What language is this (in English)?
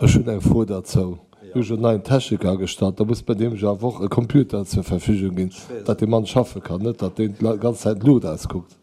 Luxembourgish